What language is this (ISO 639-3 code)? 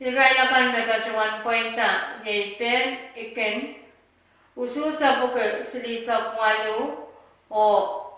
pon